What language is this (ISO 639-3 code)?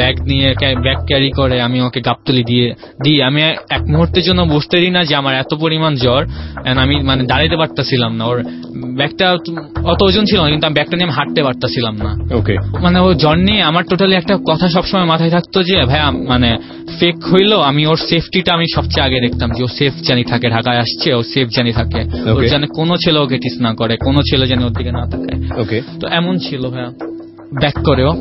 ben